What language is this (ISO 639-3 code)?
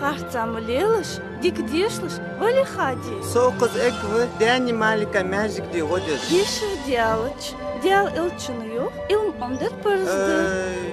inh